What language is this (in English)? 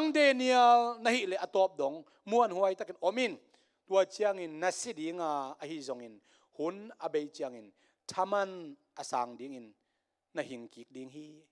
Tedim Chin